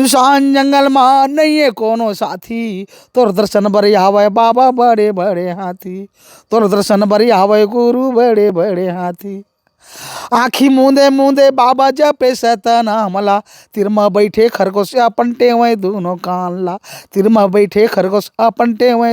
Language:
Chhattisgarhi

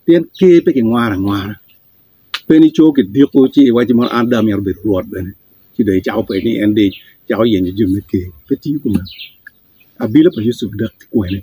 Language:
Acoli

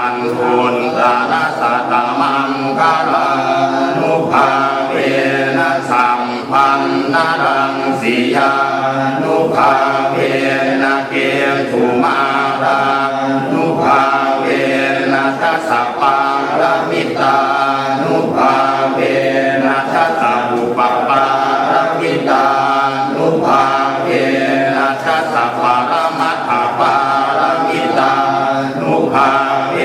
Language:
Pali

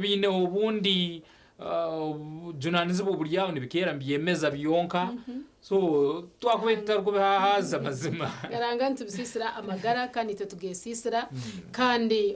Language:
Nyankole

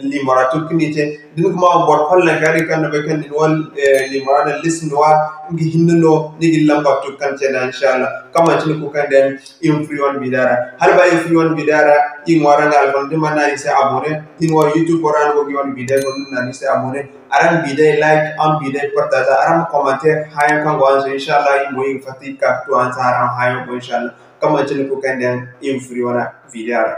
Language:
Zarma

